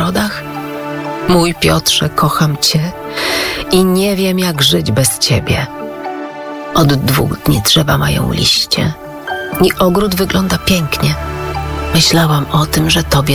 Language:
Polish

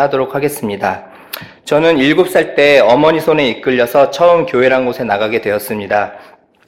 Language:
Korean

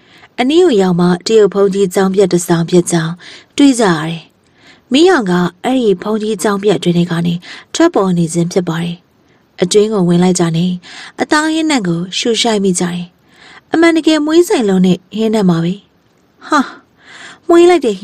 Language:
Burmese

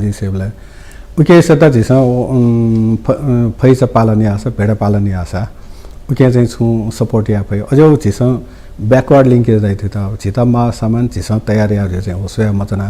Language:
Newari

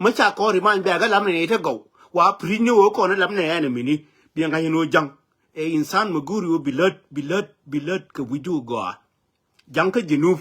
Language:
Nuer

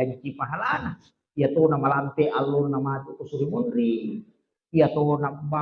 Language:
Buginese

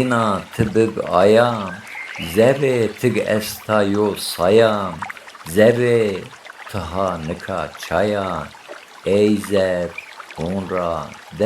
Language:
Zaza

